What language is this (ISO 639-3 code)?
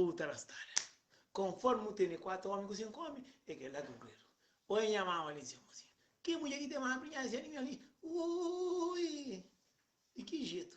kea